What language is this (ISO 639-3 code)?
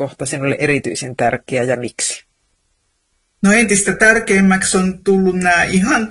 fin